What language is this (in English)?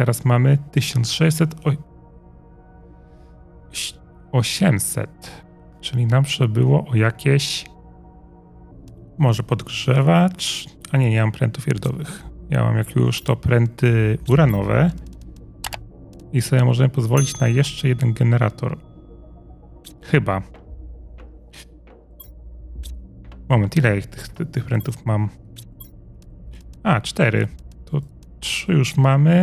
Polish